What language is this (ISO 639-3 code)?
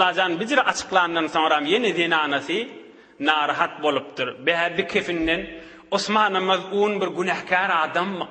tuk